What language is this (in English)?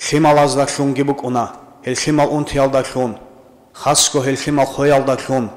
Avaric